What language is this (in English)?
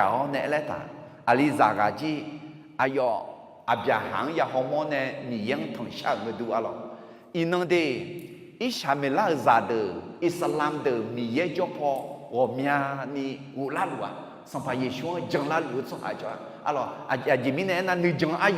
Akha